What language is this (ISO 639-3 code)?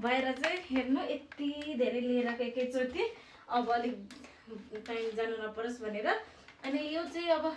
nep